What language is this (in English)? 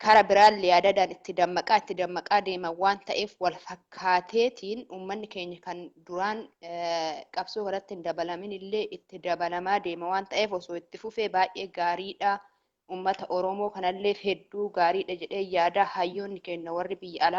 Oromo